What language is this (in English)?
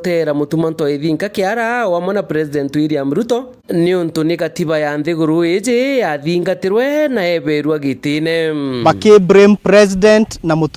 Meru